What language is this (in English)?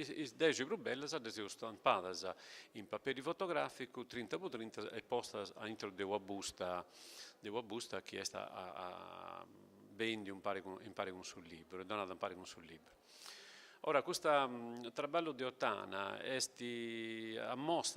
Sardinian